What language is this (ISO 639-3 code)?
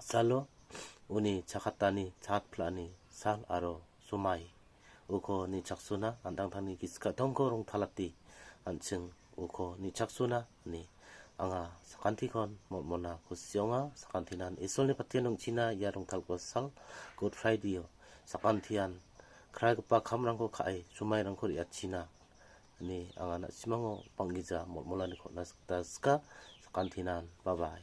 grt